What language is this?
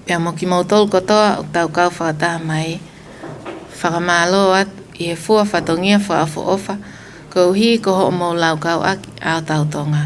Tongan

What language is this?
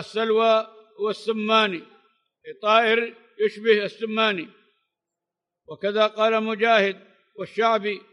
Arabic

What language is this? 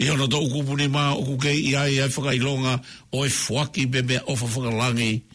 Tongan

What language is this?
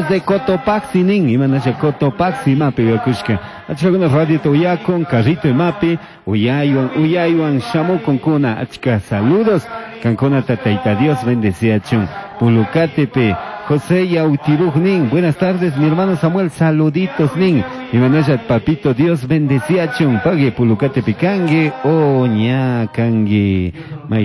Chimborazo Highland Quichua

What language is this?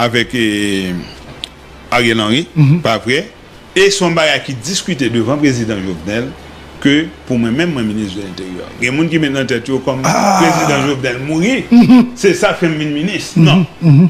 Haitian Creole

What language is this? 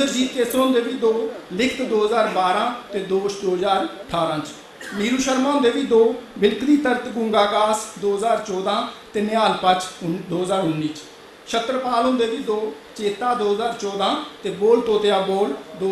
Dogri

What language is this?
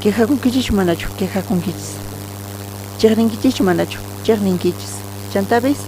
South Bolivian Quechua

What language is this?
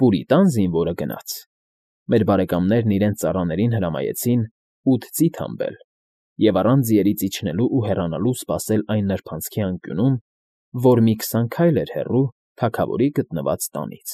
Armenian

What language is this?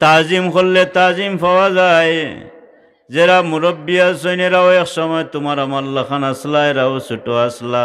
Sylheti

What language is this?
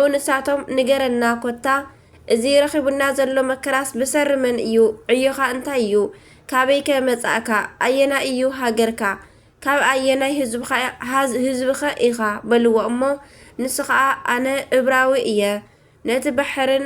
Tigrinya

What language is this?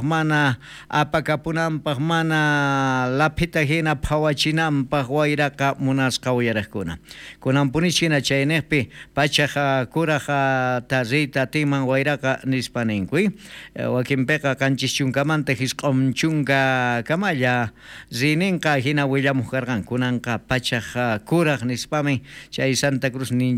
South Bolivian Quechua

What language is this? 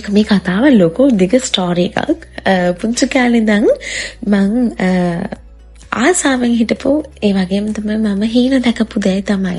Sinhala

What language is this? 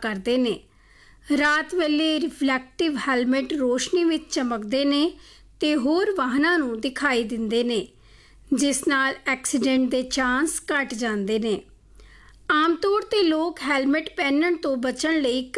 Punjabi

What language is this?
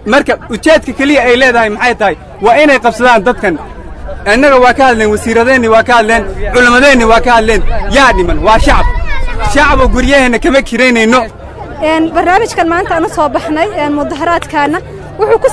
Somali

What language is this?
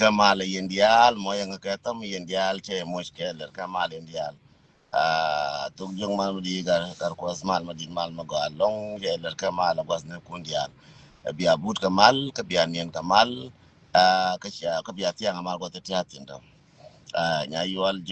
Nuer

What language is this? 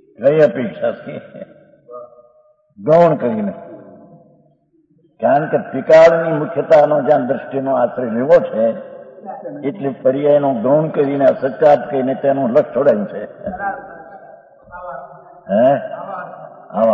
Gujarati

